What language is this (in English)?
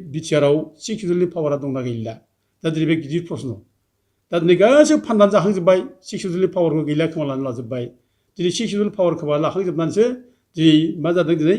Bodo